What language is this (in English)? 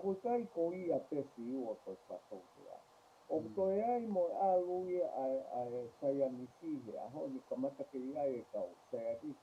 Tongan